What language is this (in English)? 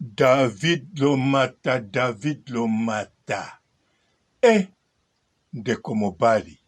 Lingala